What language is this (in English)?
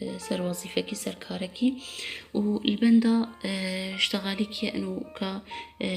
Kurdish